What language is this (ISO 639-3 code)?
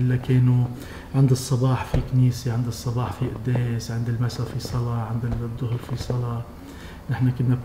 apc